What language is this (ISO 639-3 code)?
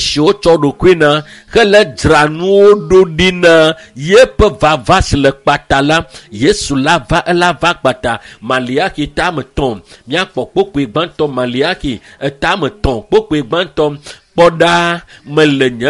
ewe